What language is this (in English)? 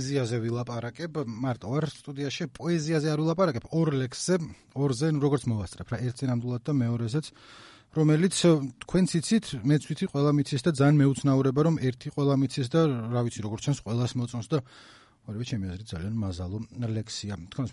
Georgian